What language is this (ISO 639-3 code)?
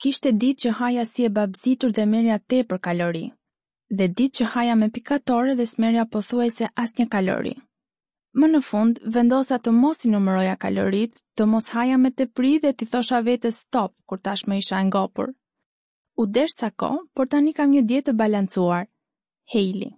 sqi